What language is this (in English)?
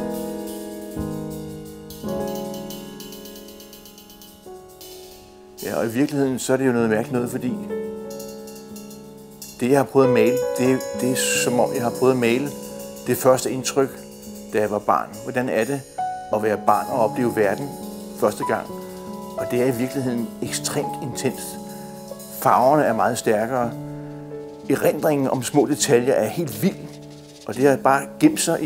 Danish